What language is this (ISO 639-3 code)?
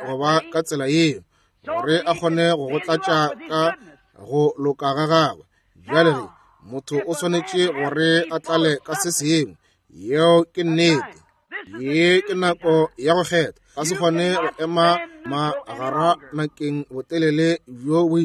nso